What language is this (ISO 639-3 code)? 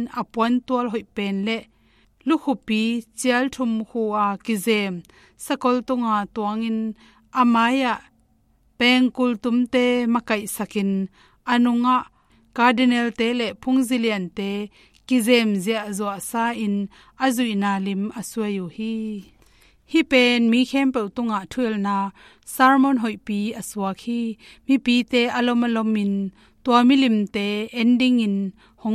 ctd